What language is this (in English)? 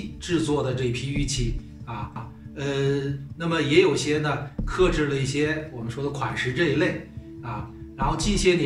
Chinese